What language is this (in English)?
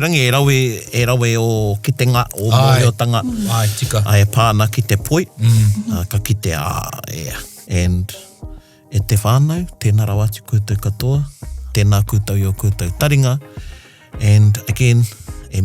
Māori